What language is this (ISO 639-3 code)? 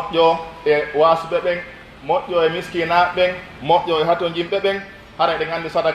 fuf